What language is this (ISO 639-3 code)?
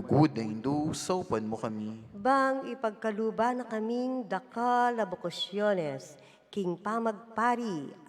pam